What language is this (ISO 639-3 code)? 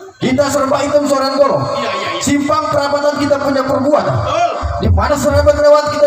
bew